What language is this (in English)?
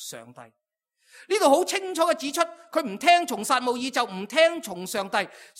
Cantonese